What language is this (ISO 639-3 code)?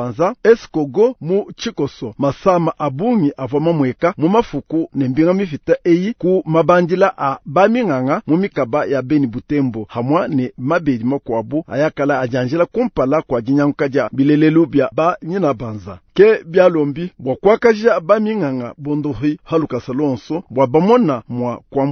lua